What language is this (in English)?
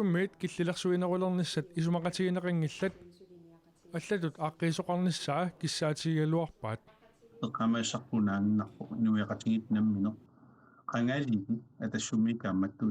Kalaallisut